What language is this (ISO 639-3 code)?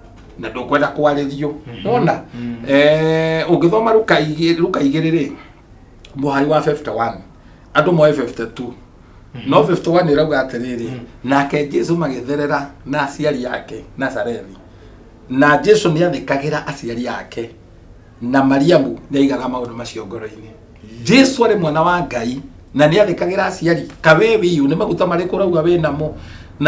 kik